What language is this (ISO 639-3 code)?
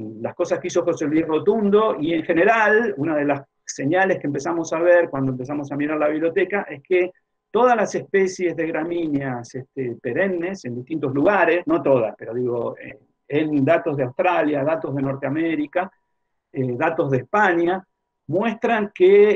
spa